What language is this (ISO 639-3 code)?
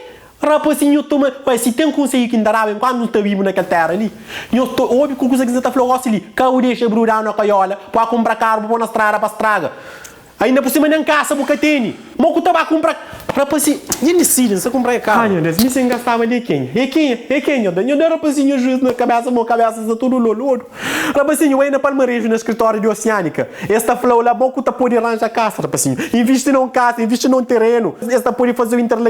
kea